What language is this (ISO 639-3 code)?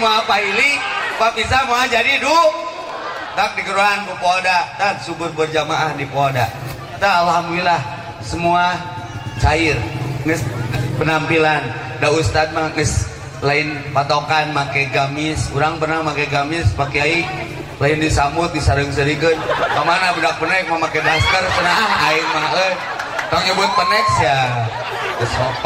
sun